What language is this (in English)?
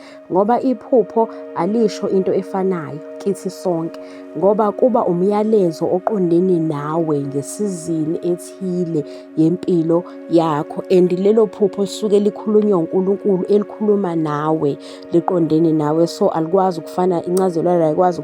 Zulu